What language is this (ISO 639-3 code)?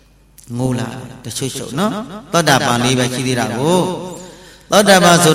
mya